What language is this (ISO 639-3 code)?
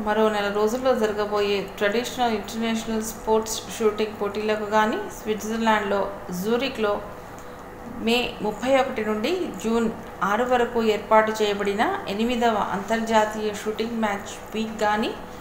tel